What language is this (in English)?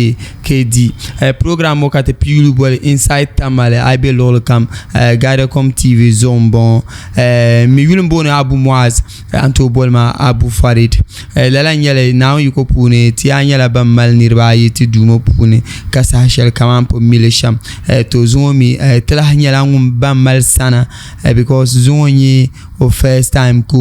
Dagbani